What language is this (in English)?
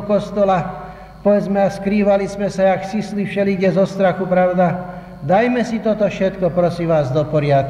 Slovak